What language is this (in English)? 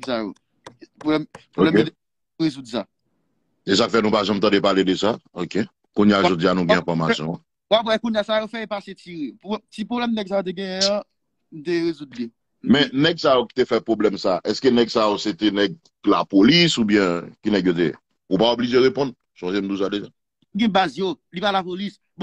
Haitian Creole